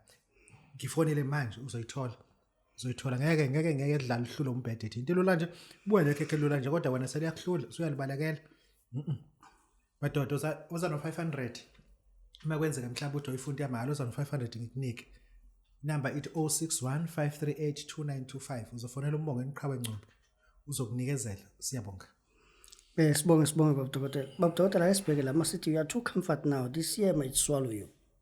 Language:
Zulu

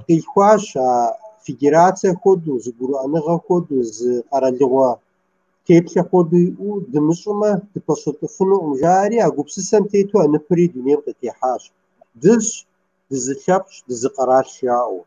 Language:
Kabardian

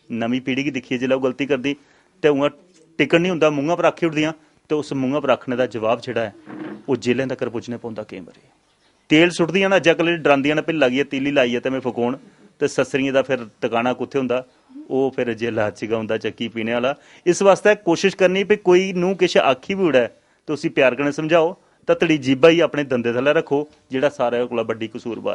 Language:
Dogri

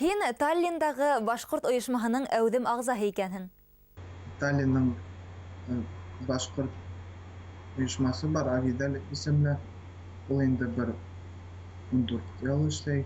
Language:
Bashkir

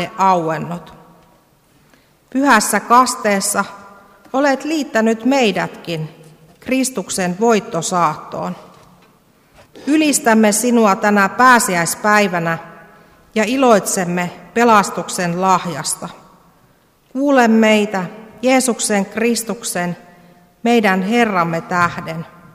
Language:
Finnish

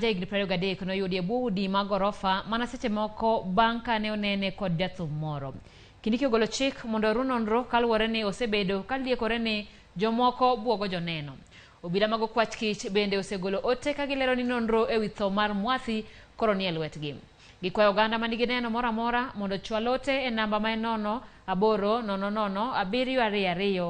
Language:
Luo (Kenya and Tanzania)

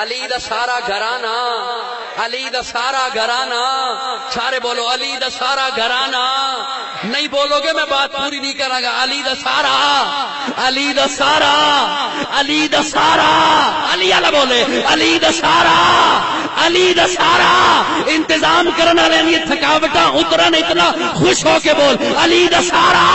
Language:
Western Panjabi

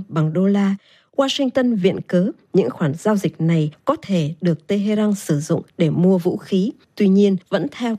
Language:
Vietnamese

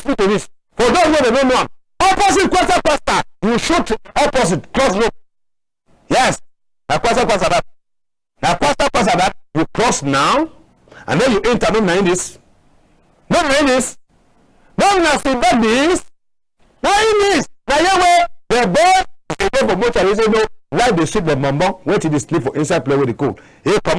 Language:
Cameroon Pidgin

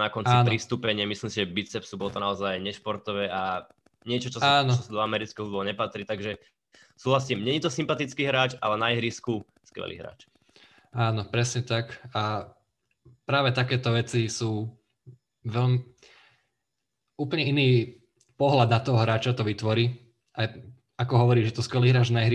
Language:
Slovak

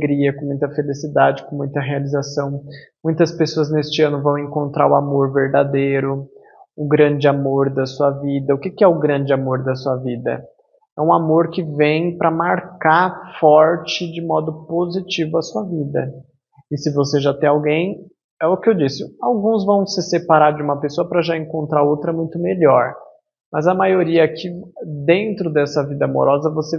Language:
Portuguese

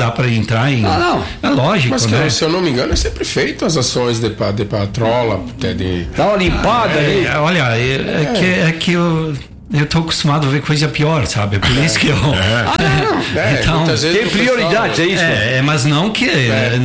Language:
Portuguese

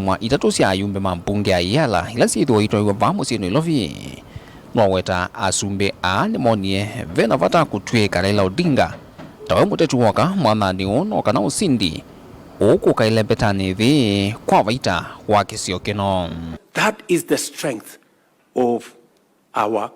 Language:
Kamba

